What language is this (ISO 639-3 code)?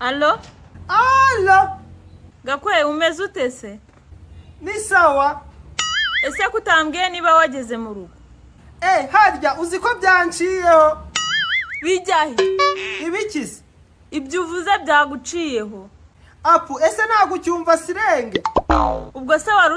kin